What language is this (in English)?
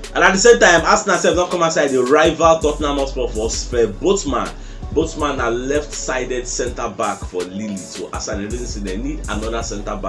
Nigerian Pidgin